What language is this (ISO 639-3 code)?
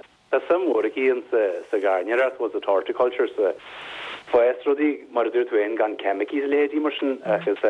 gle